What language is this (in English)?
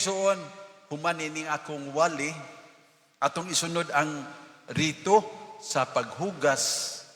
Cebuano